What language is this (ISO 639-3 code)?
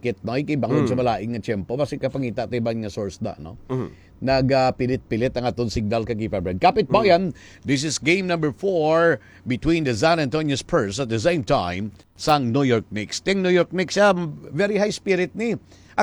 hil